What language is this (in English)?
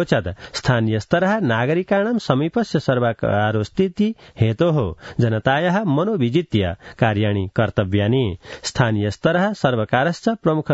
Sanskrit